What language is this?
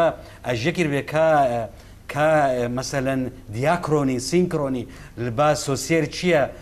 Kurdish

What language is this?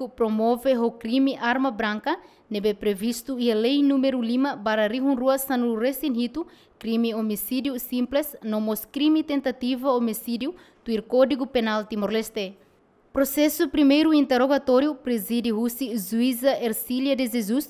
Tetum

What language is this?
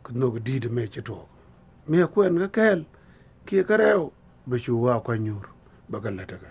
Nuer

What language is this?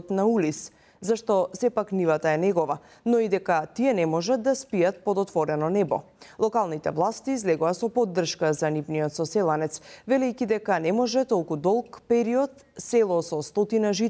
Macedonian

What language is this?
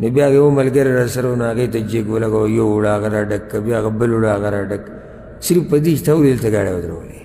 Pashto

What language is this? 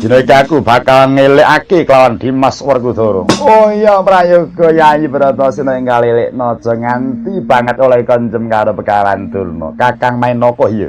Javanese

